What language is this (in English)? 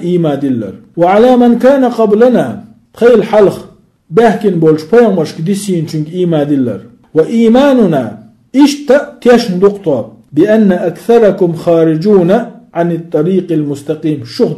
Chechen